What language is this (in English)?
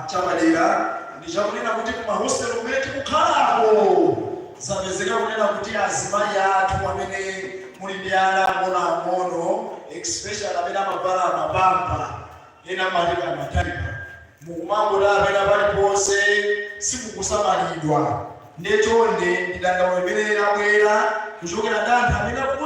Nyanja